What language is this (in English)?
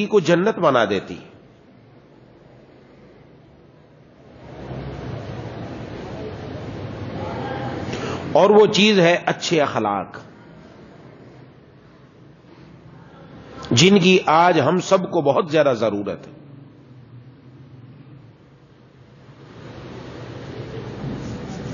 Urdu